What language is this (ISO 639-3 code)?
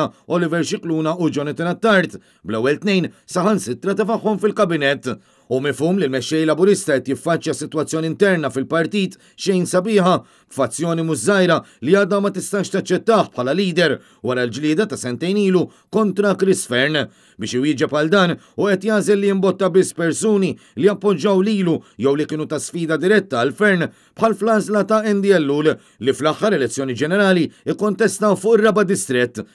mlt